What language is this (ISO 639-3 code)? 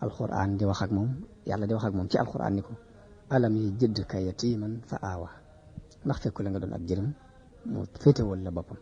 wol